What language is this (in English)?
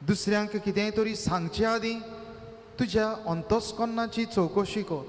Konkani